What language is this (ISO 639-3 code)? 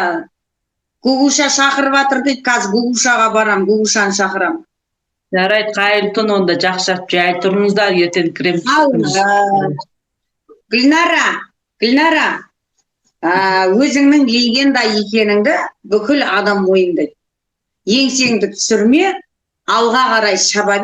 kaz